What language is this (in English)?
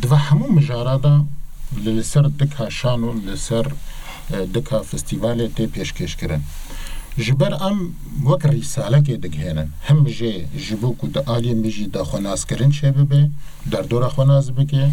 Kurdish